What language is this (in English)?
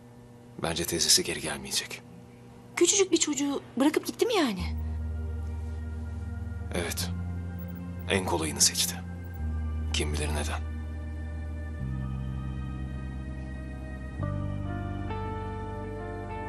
Turkish